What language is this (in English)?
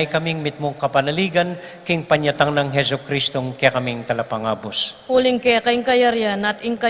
Pampanga